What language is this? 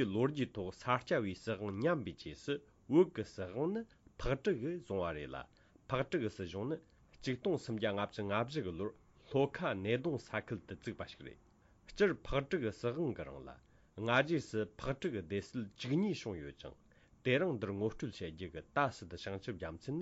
Tibetan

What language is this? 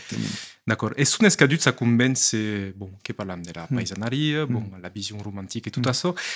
Occitan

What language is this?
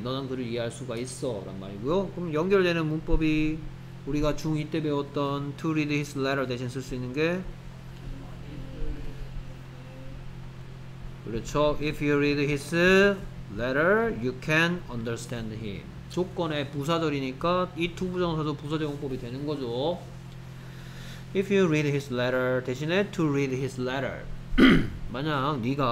Korean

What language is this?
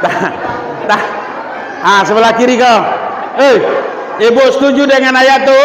Minangkabau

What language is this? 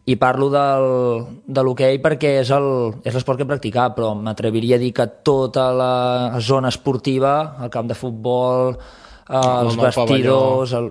Catalan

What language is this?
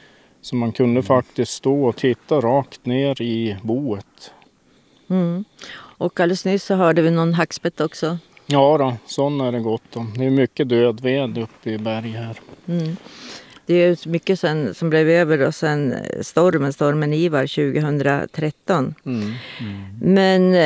Swedish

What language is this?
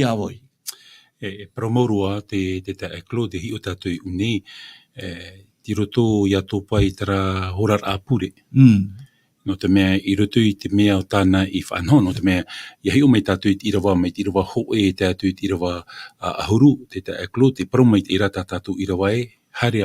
Tahitian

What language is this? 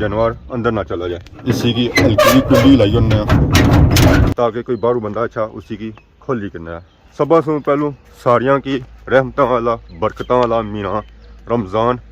Pahari-Potwari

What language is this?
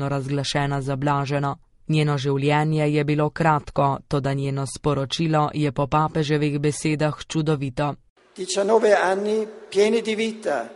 Slovenian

